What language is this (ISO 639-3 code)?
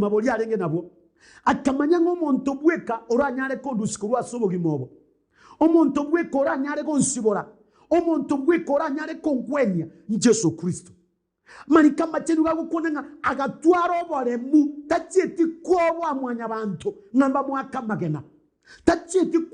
guz